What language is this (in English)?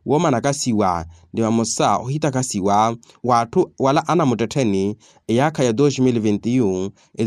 Makhuwa